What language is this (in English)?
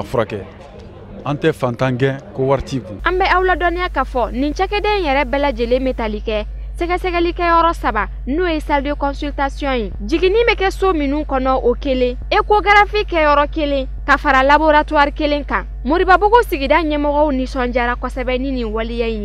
Bambara